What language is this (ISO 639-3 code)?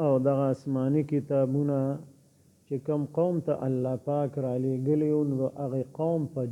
pus